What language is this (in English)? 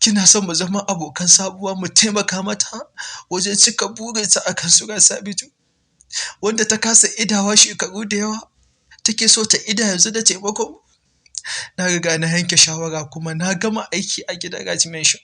Hausa